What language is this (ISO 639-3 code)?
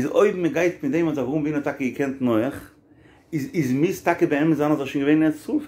yid